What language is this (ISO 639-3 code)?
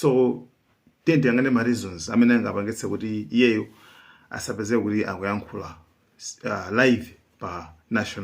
nya